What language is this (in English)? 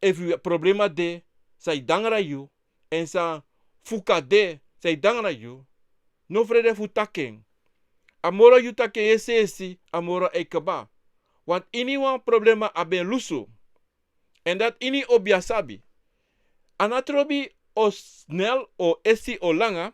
Sranan Tongo